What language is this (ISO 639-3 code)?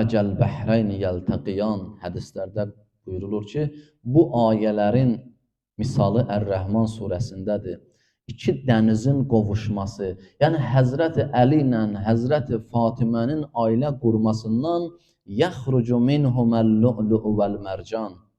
aze